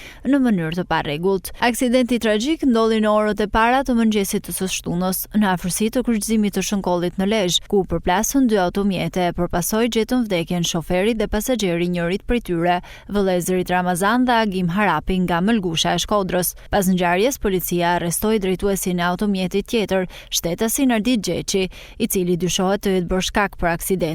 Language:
Albanian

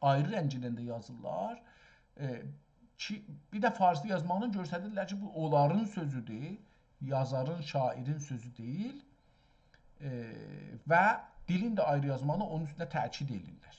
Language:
South Azerbaijani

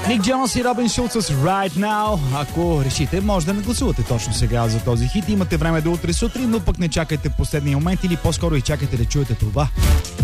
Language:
Bulgarian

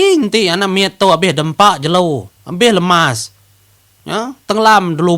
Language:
Iban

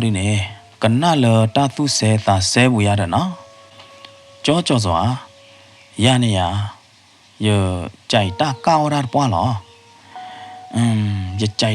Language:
S'gaw Karen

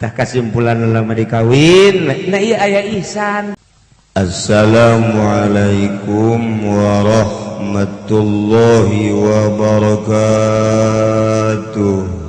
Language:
Sundanese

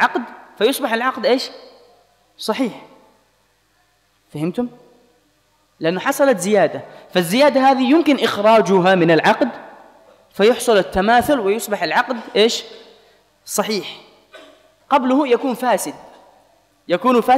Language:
Arabic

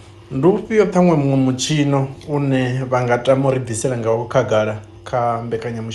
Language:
Venda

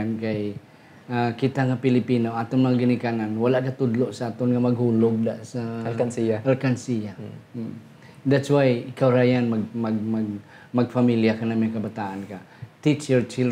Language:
Hiligaynon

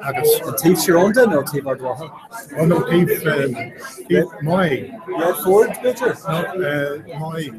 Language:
Irish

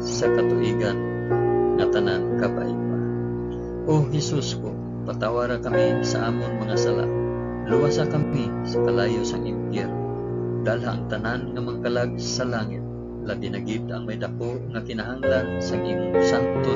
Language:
Hiligaynon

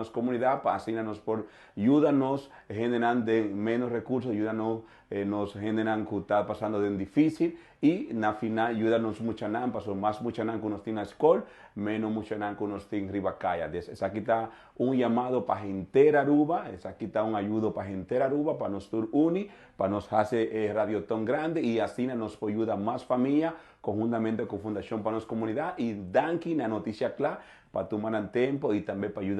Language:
Papiamento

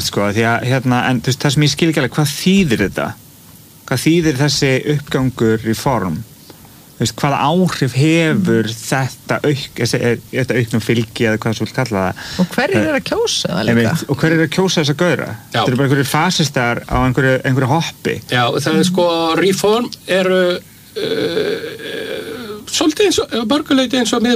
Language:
Icelandic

